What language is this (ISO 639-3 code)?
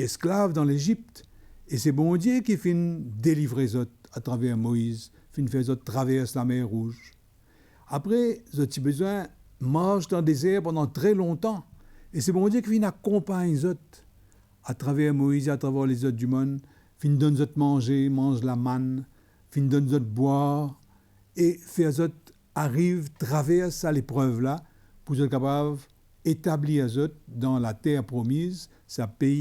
mfe